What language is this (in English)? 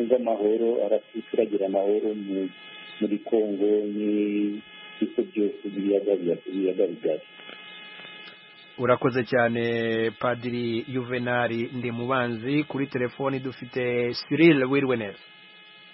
Kinyarwanda